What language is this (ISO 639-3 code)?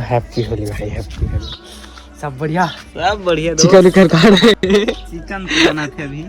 hne